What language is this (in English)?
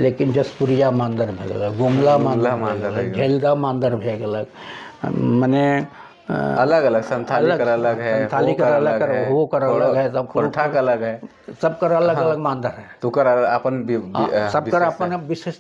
Sadri